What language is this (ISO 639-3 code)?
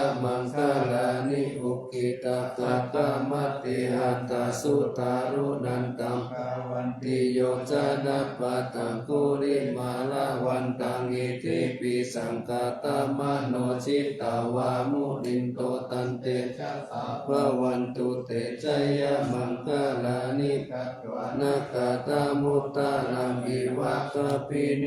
pli